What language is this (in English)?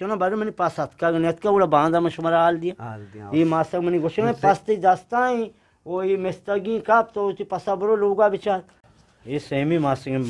Eastern Balochi